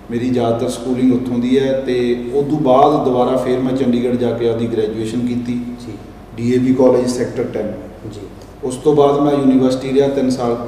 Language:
Punjabi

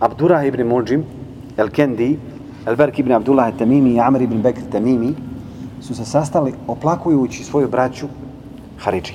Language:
Bosnian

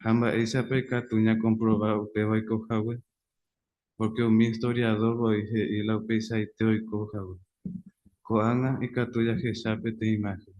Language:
Guarani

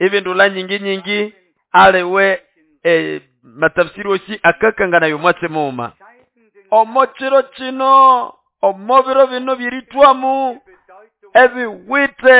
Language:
Nande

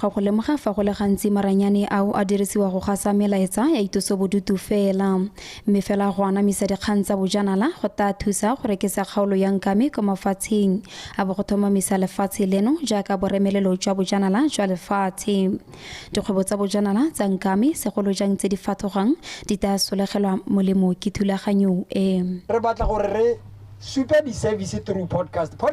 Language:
Tswana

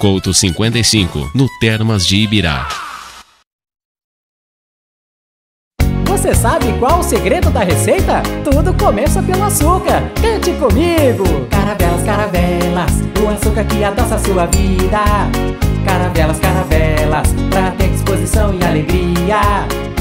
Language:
Portuguese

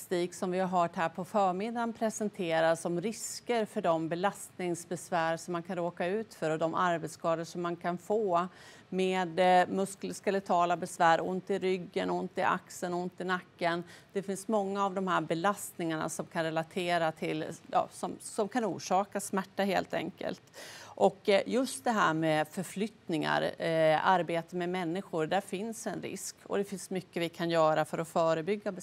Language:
Swedish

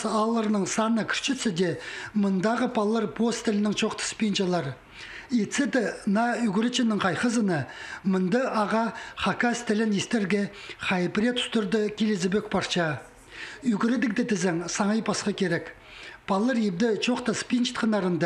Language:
Khakas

